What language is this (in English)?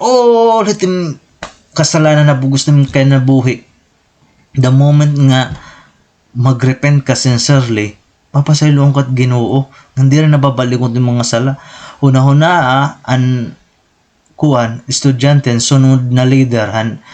Waray